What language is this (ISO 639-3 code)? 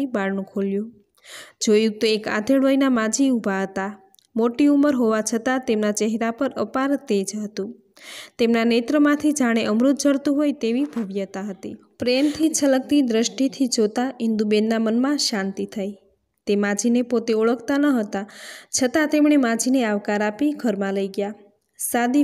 guj